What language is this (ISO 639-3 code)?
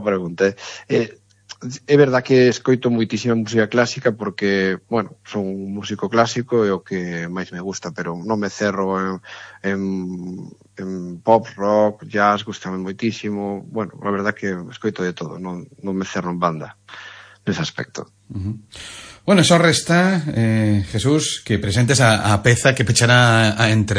glg